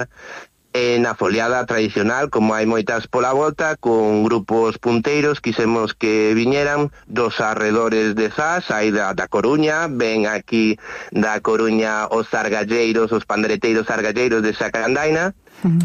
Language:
Galician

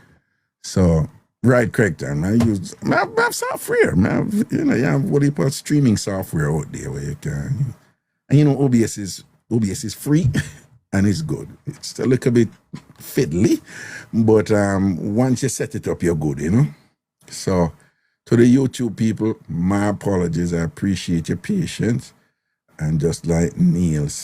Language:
Jamaican Creole English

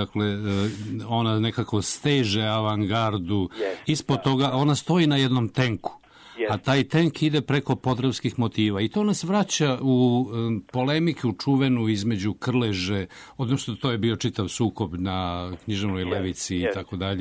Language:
Serbian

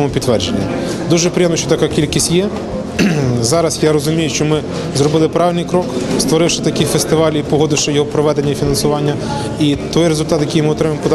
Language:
Ukrainian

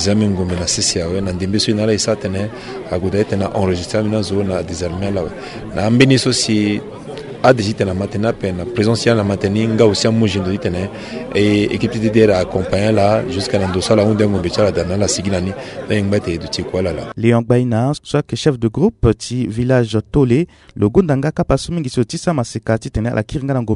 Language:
Sango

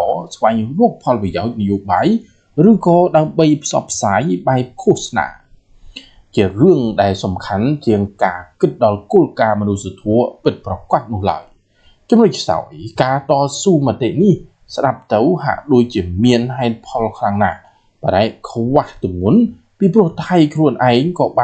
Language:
Khmer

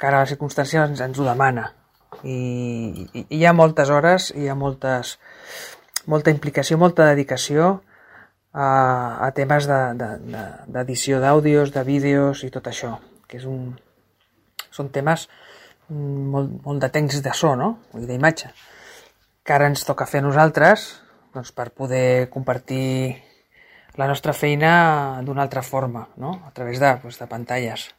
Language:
Catalan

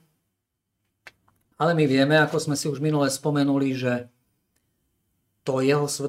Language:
Slovak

